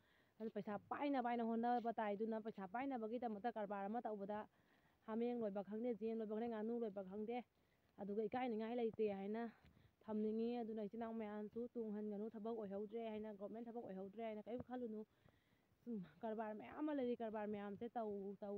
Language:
Manipuri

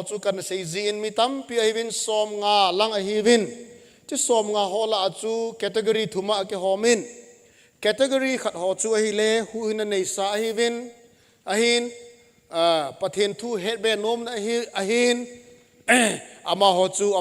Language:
Thado Chin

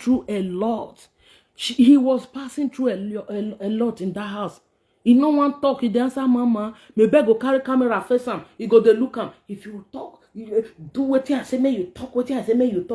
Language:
Nigerian Pidgin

